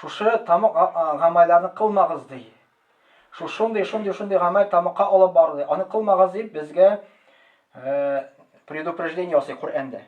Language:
Tatar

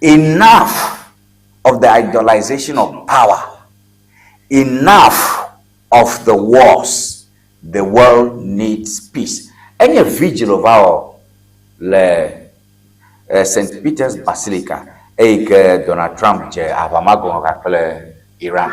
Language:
Ewe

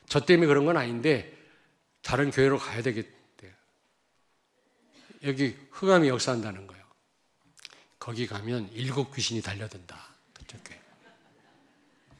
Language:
Korean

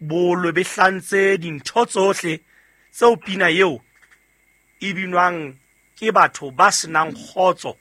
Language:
Southern Sotho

